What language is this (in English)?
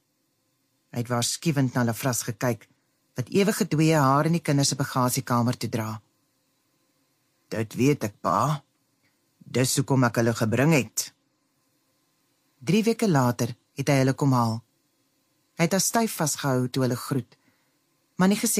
Afrikaans